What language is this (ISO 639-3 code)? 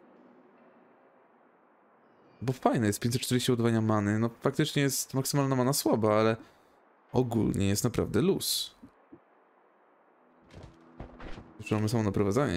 pol